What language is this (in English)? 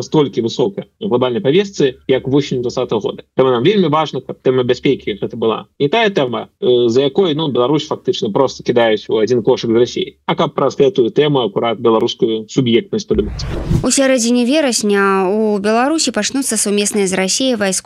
Belarusian